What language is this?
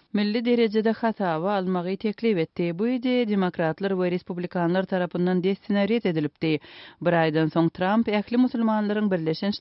Turkmen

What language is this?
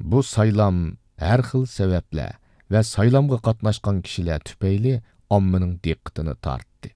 Uyghur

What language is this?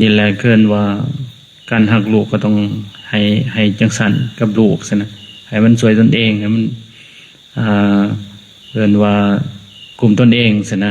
Lao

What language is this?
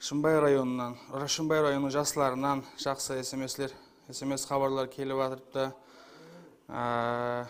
Kara-Kalpak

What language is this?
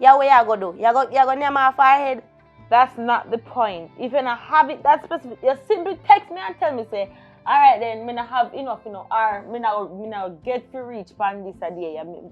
Jamaican Creole English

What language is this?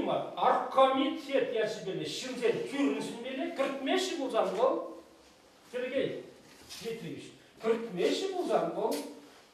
Chuvash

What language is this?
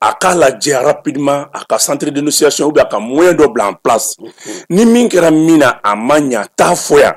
Bambara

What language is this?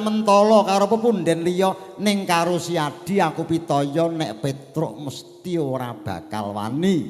Javanese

